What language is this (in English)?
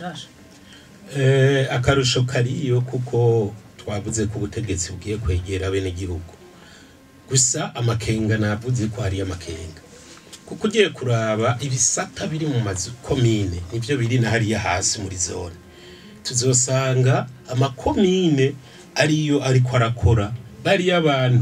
Rundi